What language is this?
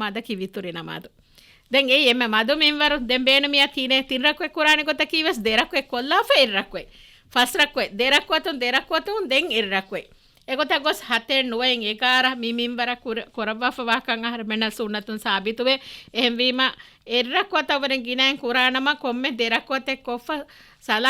Divehi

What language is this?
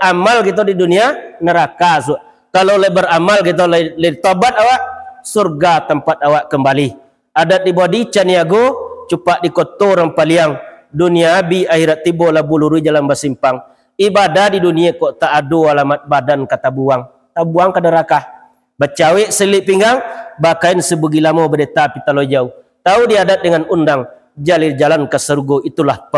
Minangkabau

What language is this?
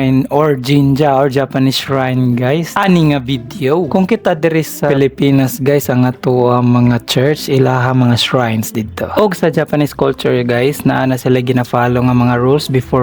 Cebuano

